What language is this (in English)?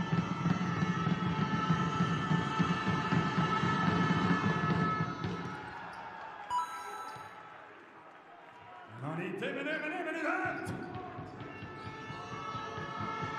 Estonian